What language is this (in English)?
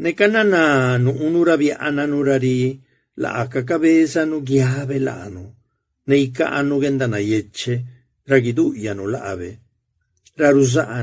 Zapotec